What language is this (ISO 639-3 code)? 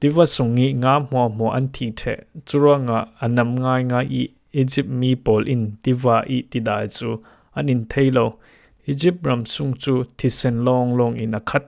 cfm